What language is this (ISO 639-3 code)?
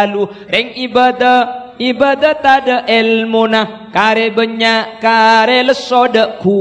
mad